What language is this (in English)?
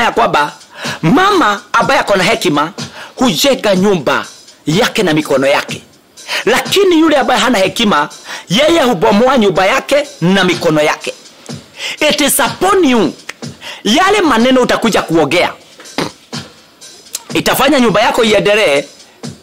Swahili